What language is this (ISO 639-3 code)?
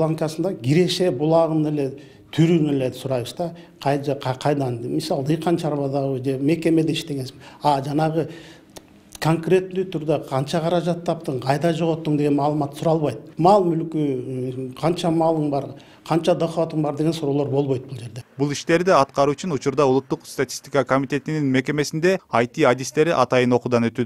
kir